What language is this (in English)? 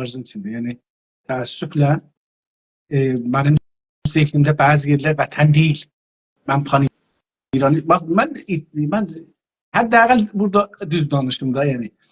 South Azerbaijani